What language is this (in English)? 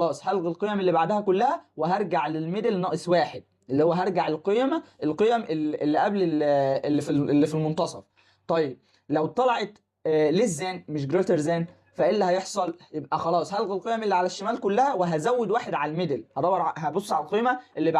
Egyptian Arabic